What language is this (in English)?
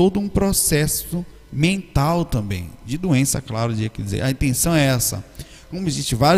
Portuguese